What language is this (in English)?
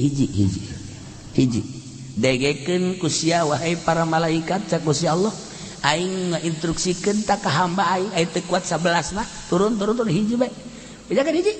Sundanese